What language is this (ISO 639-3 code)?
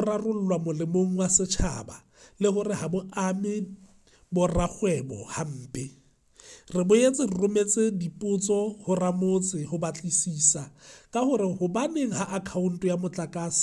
sot